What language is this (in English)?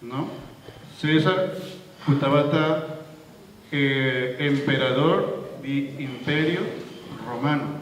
Papiamento